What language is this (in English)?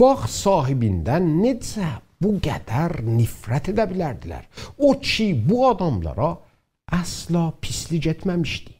South Azerbaijani